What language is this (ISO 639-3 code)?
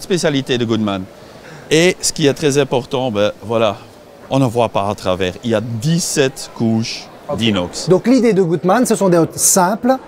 fra